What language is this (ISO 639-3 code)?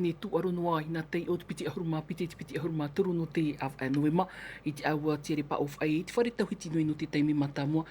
tah